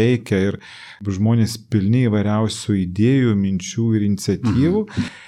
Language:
Lithuanian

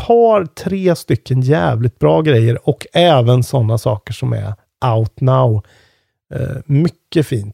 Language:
Swedish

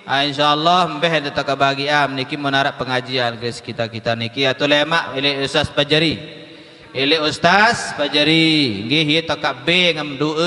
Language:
Sasak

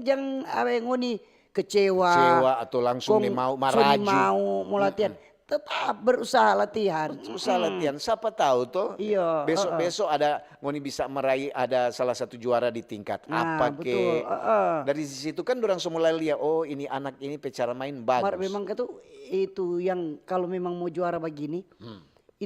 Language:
Manado Malay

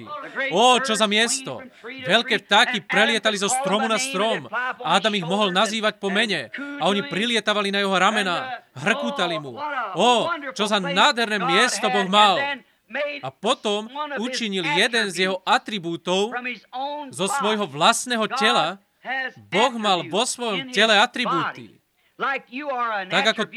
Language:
Slovak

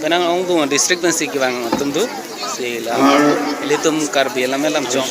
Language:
Karbi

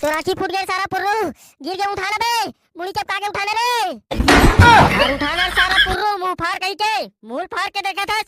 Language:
Chhattisgarhi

